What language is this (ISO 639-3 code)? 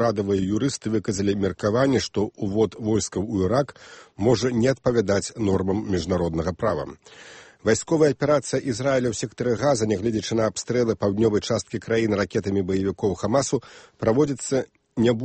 bel